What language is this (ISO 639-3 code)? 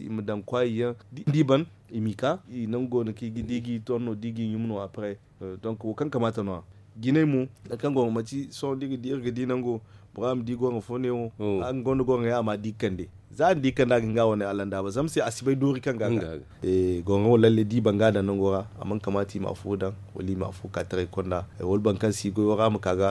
dje